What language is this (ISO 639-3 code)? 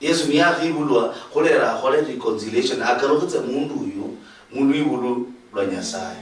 luy